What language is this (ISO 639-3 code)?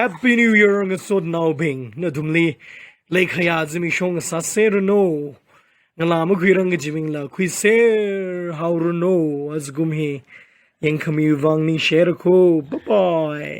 nmf